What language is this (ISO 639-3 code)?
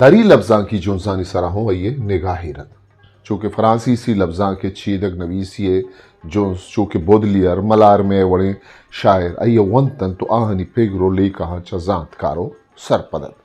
bgp